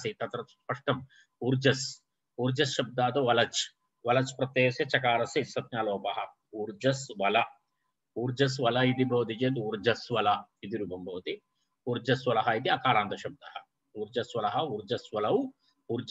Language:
Sanskrit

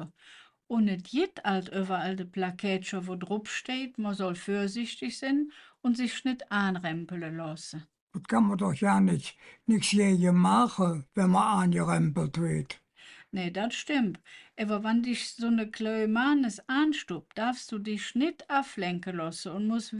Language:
Colognian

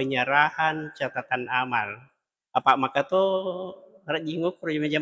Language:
Buginese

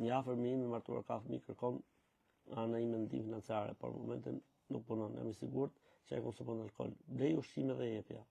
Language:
Albanian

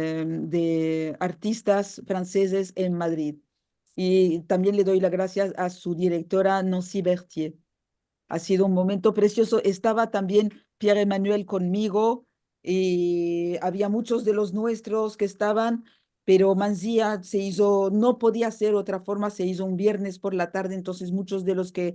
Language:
Ladino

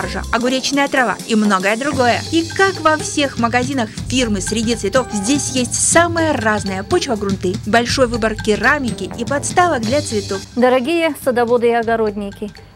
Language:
Russian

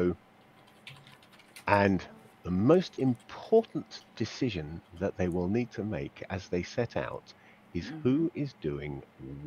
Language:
English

